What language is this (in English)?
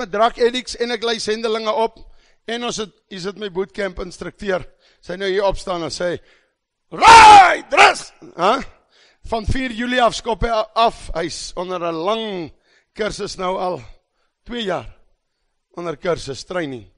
Afrikaans